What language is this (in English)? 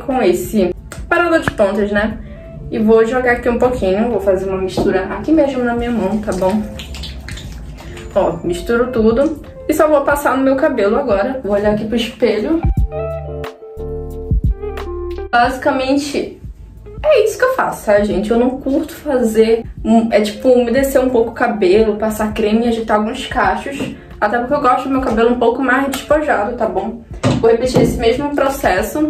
Portuguese